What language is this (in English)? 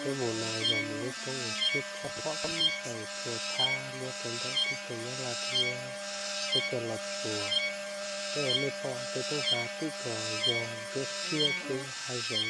Hmong